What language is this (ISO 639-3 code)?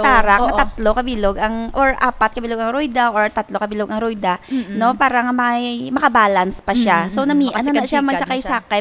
hil